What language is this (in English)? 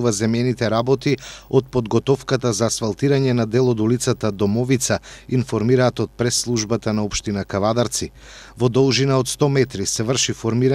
Macedonian